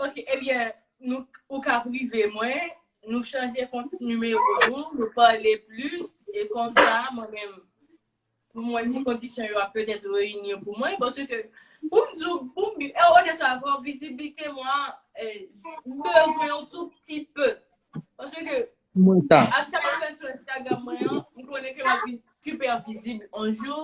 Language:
Haitian Creole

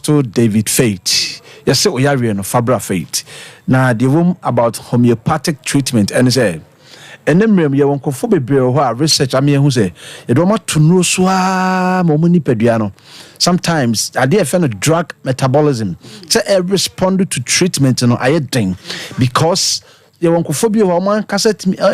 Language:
Akan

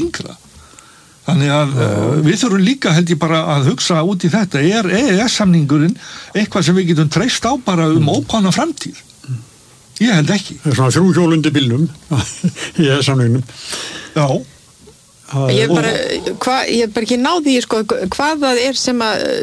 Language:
Icelandic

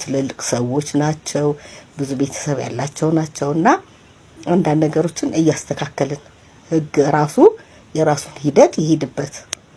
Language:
Amharic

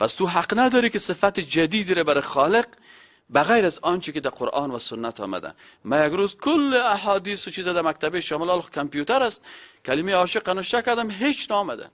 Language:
Persian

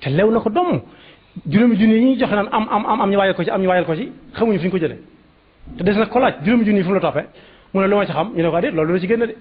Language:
Wolof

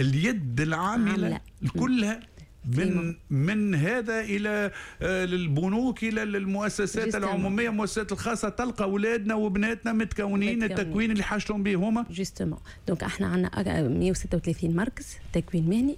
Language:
Tunisian Arabic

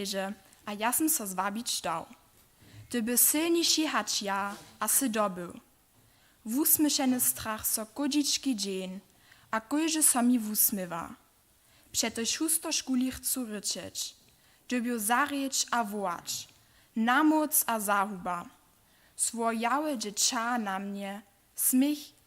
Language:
Upper Sorbian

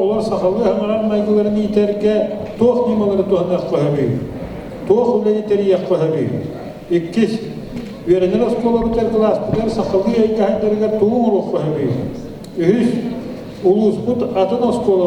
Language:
Yakut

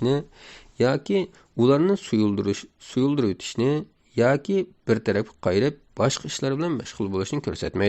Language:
Uyghur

